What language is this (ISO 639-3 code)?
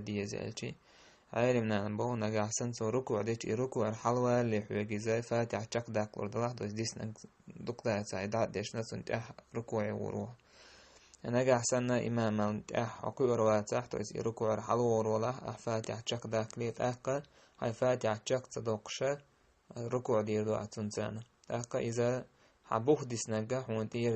che